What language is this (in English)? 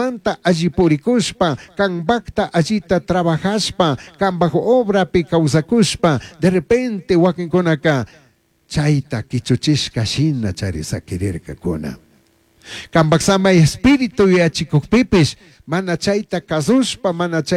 Chimborazo Highland Quichua